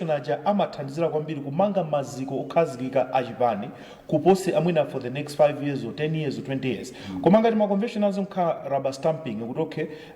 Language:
Nyanja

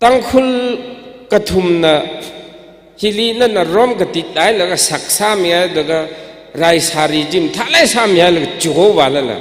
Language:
Tangkhul Naga (India)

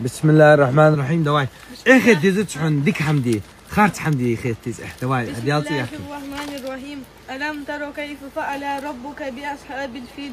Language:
Ingush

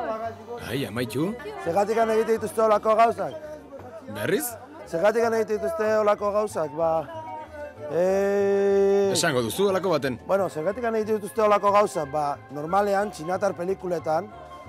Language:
Basque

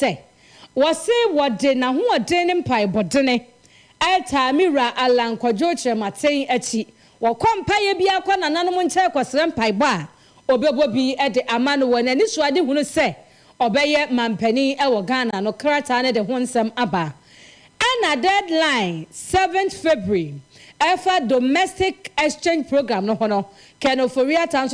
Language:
Akan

